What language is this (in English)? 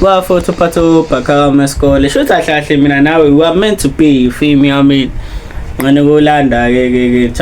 Zulu